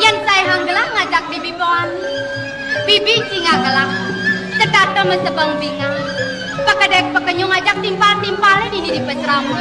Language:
Balinese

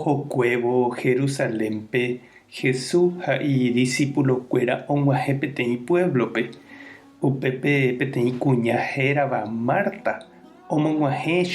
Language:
Guarani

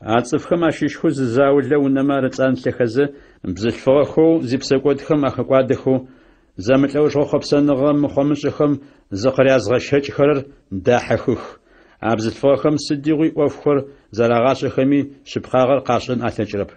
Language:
Adyghe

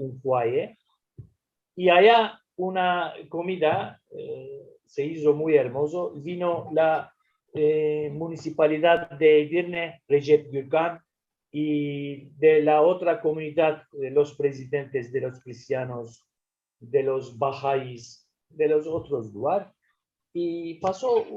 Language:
Ladino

